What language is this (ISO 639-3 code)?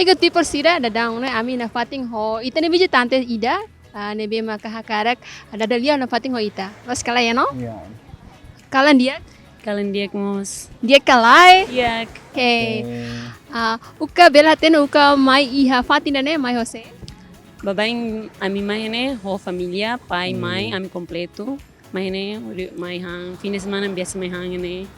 tet